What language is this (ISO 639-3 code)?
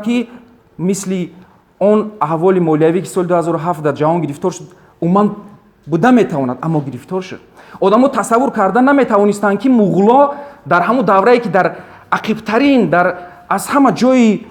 tgk